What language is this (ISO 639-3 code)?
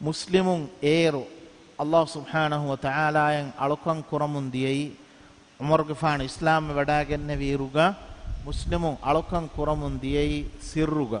div